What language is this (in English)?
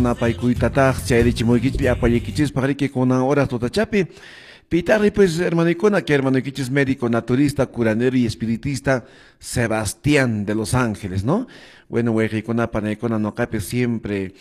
Quechua